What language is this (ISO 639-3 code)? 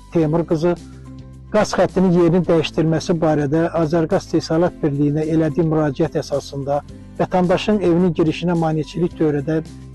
aze